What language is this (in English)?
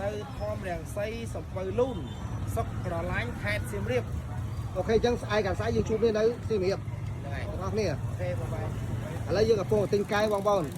Khmer